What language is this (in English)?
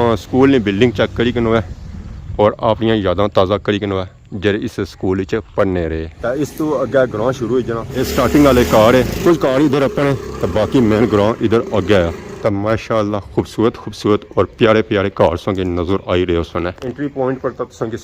Pahari-Potwari